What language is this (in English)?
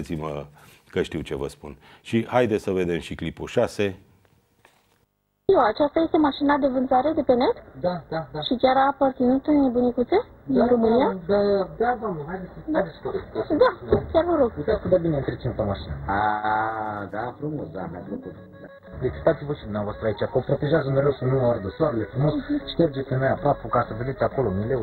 Romanian